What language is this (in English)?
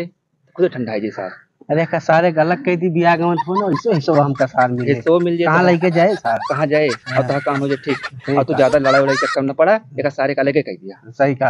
Awadhi